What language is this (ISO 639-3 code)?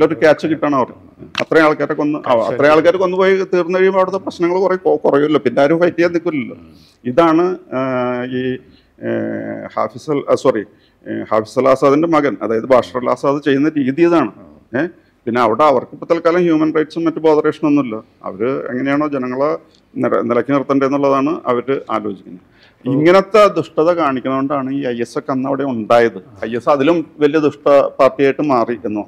mal